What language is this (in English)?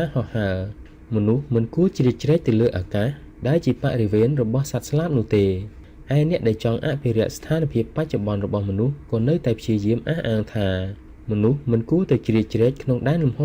Khmer